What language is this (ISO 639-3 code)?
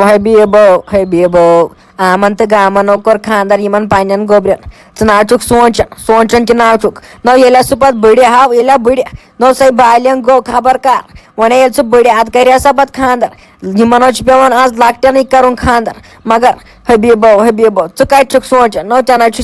kas